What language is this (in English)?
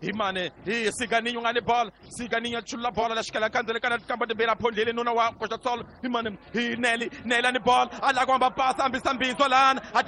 Tsonga